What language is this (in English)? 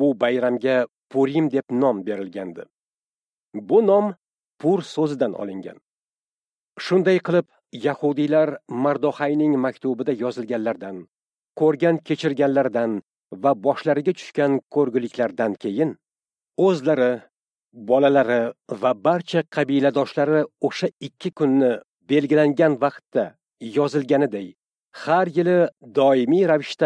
Uzbek